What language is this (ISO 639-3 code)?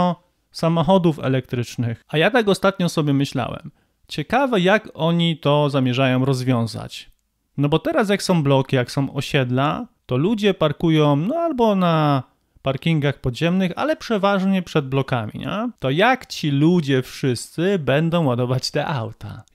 pol